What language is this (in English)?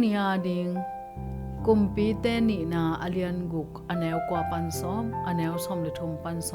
Tedim Chin